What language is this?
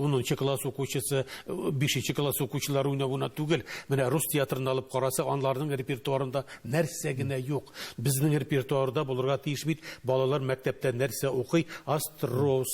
Tatar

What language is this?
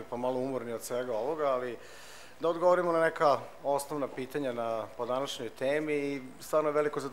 Serbian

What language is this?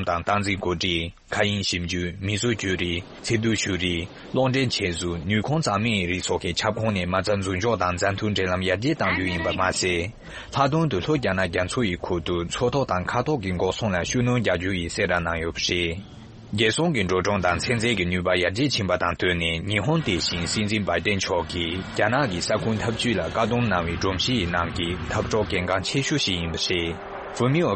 Tibetan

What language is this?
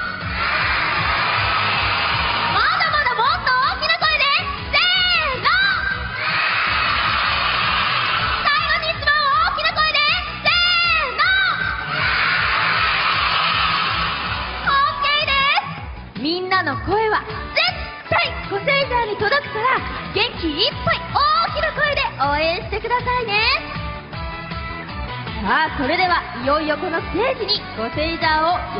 Japanese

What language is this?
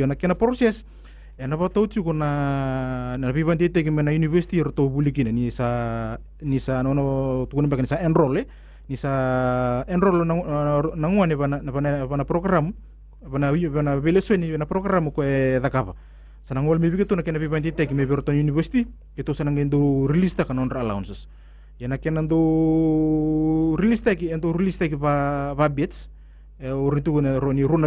Fijian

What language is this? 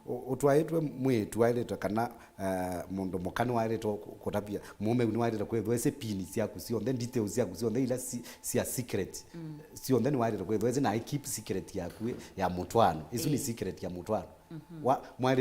Kamba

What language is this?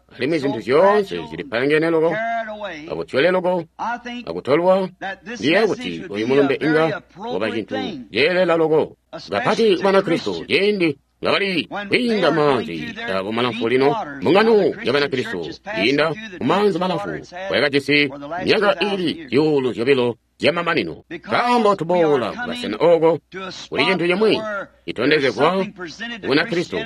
Tonga (Zambia)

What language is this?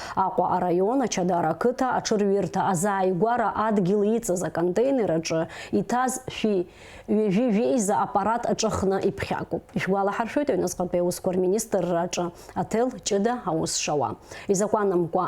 Abkhazian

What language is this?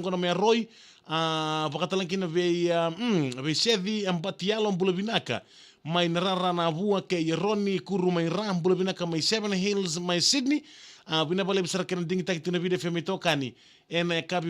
Fijian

